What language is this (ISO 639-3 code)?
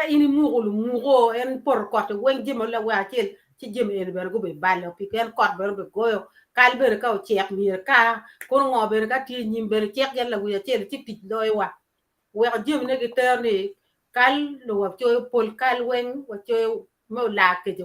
ach